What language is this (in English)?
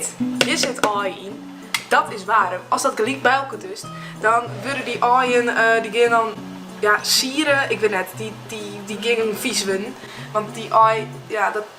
Western Frisian